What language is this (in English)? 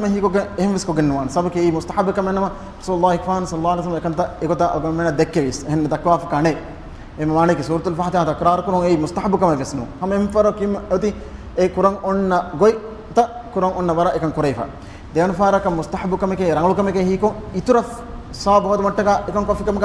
Divehi